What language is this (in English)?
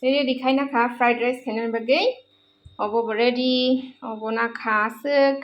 Kok Borok